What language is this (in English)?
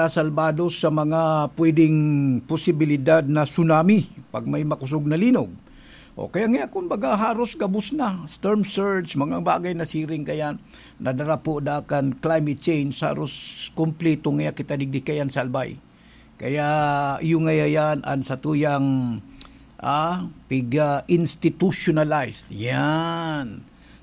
Bikol